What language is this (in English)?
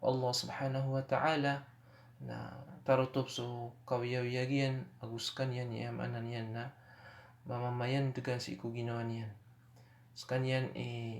Maranao